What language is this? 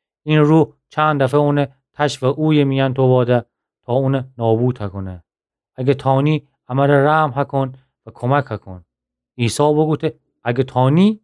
Gilaki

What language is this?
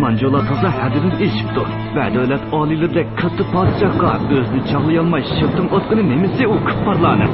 Uyghur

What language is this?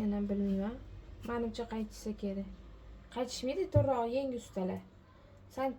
Uzbek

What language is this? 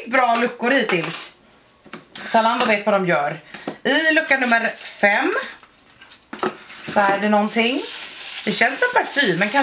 Swedish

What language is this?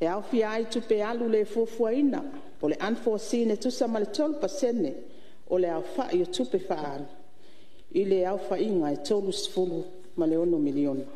Samoan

